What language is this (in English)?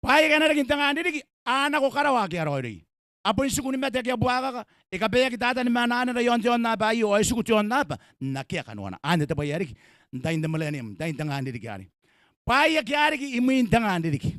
Gilbertese